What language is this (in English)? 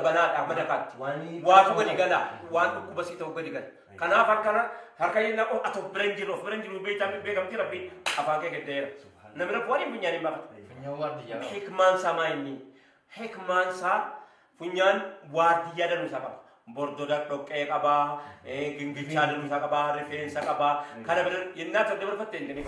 Oromo